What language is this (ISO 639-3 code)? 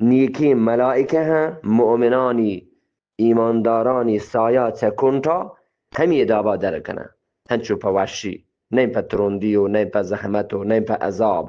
bgp